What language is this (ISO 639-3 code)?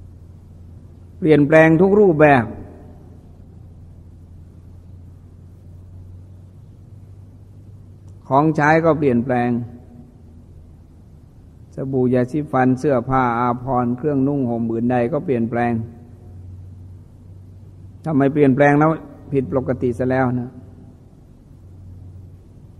tha